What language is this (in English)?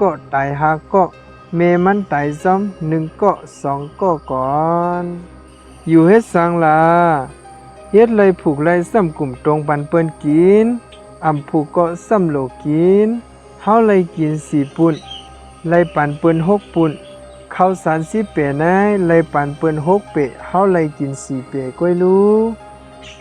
Shan